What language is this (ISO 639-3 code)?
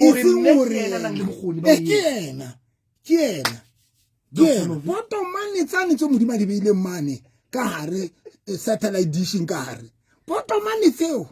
sot